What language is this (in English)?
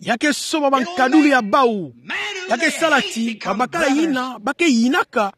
Kituba (Democratic Republic of Congo)